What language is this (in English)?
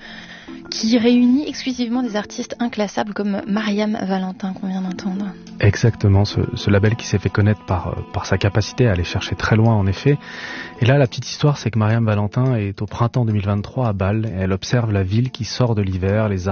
French